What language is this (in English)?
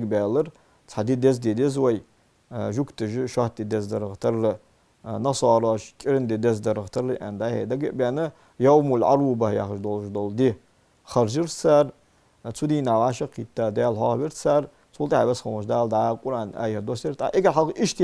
Ingush